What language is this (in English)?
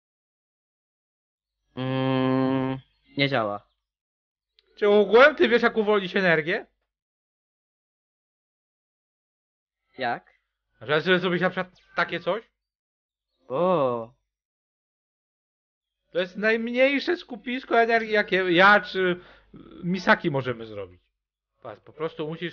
Polish